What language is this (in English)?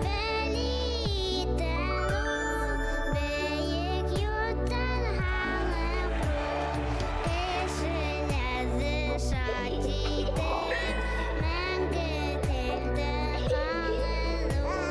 Bashkir